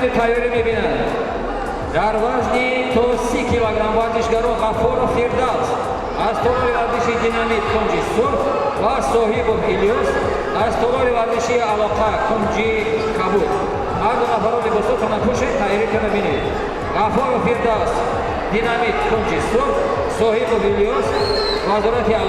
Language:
Tajik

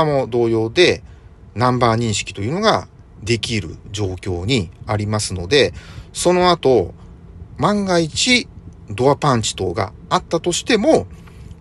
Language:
Japanese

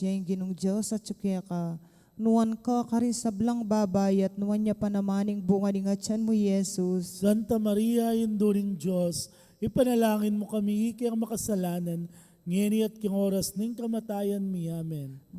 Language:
Pampanga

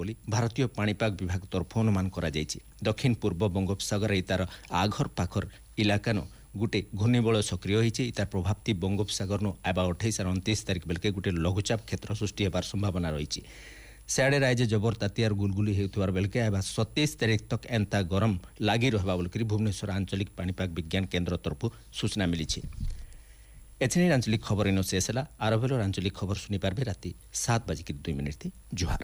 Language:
Odia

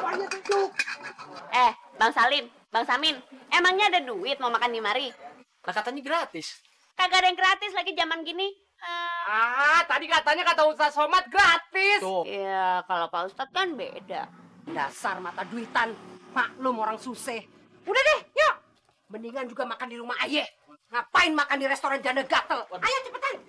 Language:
Betawi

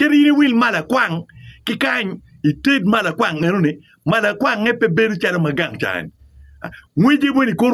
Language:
Acoli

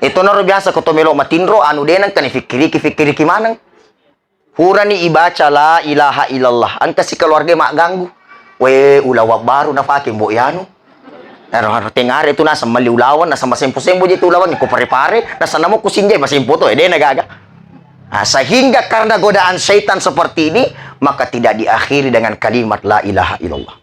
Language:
Buginese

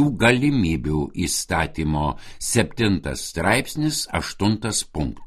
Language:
Lithuanian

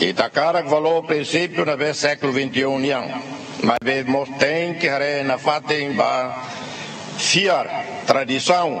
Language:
Tetum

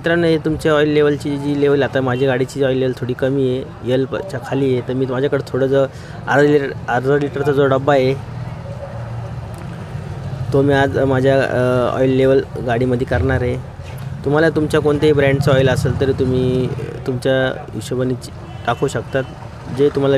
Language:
Marathi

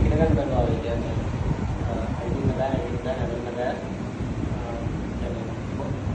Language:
Sinhala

